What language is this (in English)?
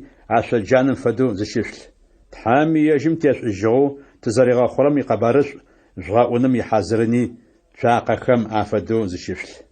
Adyghe